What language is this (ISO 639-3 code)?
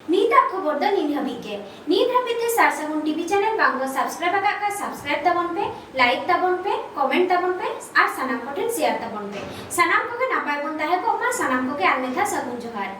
sat